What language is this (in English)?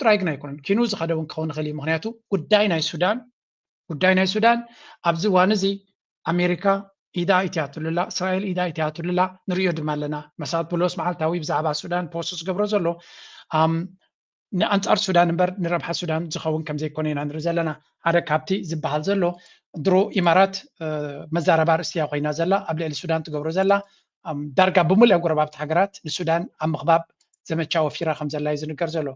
Tigrinya